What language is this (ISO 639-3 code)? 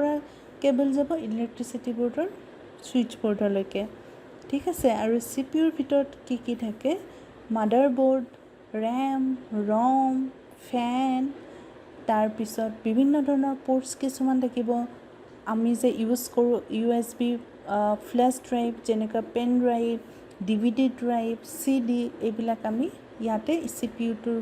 asm